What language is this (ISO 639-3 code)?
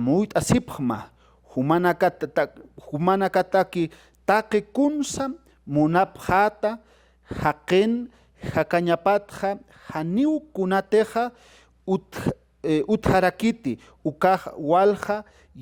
aym